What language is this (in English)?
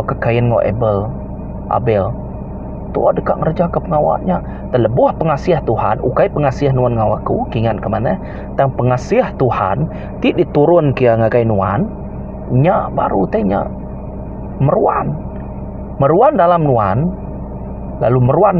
Iban